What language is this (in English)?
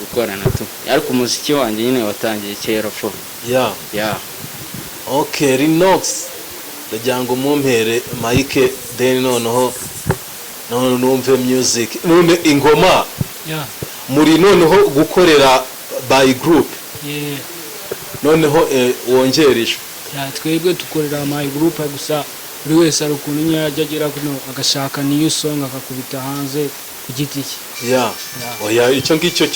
Kinyarwanda